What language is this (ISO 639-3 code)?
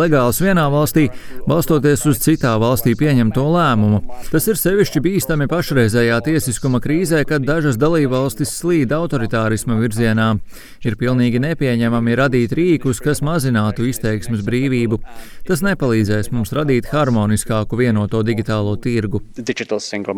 lav